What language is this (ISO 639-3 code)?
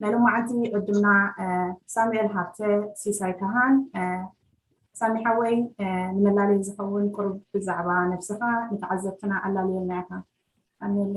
tir